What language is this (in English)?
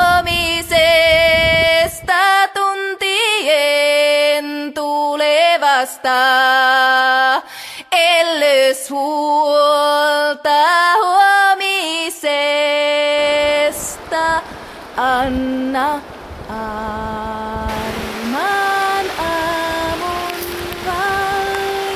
Finnish